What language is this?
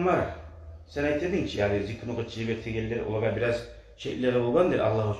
Kumyk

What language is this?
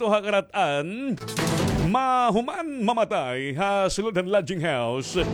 Waray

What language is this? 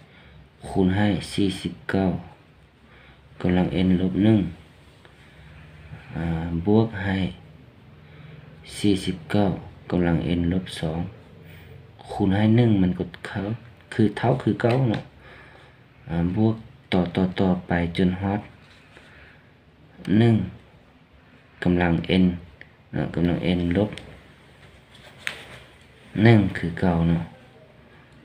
Thai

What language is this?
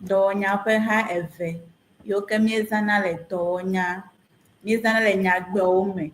Ewe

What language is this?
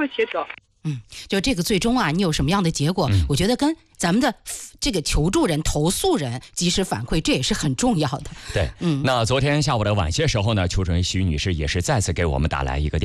Chinese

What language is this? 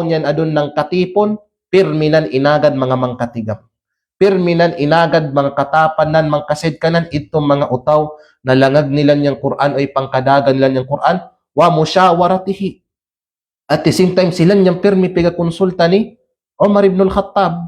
Kalagan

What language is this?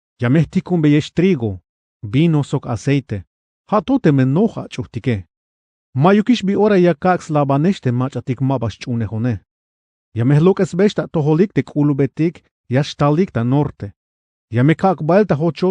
Tzeltal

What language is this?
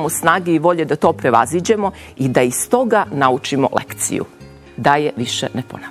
Serbian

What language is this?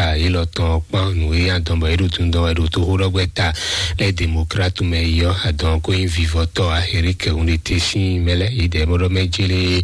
Fon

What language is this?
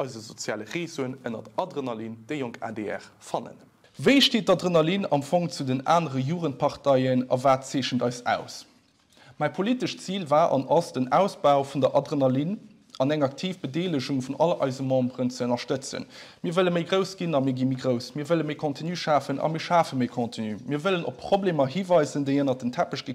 Luxembourgish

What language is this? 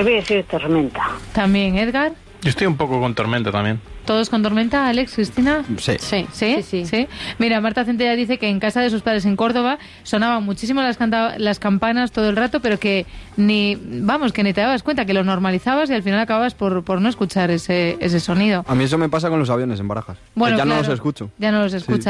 Spanish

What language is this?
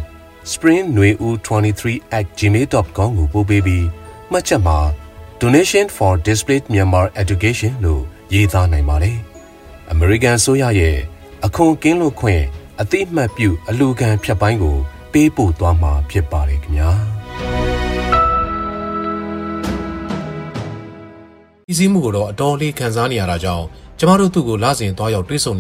Burmese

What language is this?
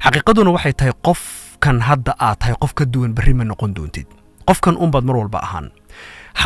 Somali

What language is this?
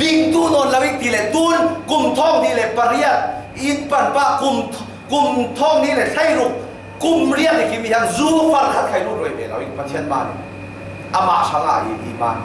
Falam Chin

